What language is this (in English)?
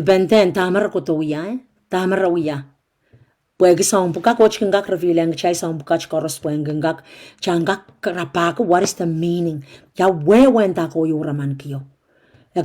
Pohnpeian